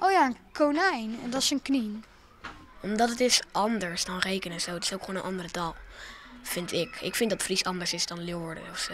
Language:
Western Frisian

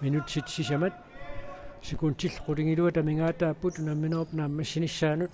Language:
Kalaallisut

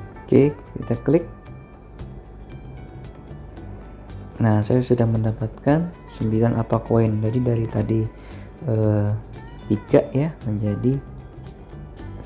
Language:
Indonesian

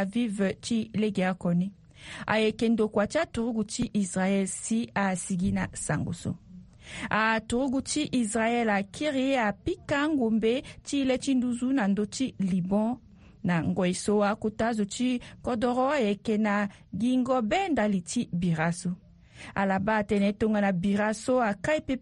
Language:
Sango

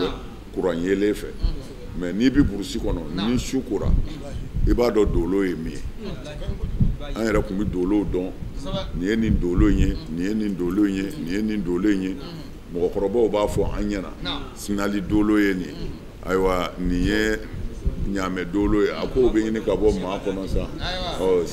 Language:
Bambara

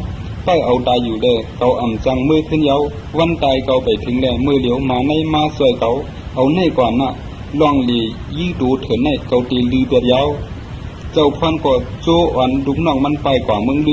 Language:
Shan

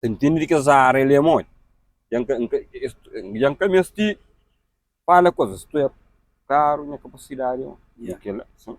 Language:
Kabuverdianu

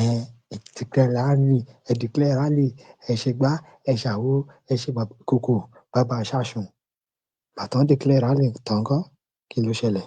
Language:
Yoruba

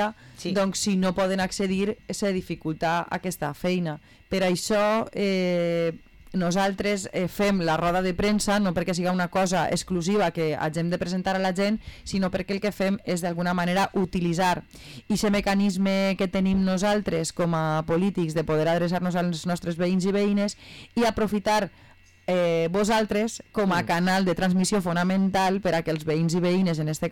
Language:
Catalan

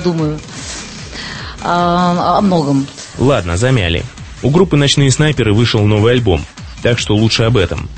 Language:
Russian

